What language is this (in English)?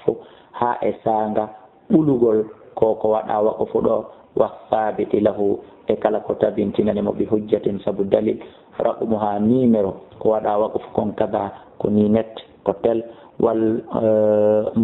Fula